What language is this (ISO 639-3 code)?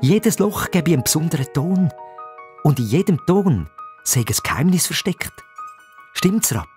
gsw